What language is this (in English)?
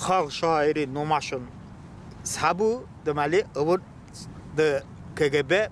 Talysh